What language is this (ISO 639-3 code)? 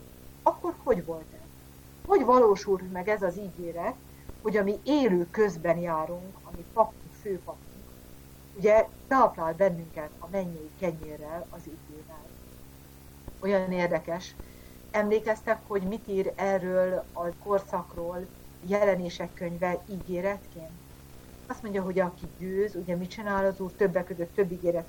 hun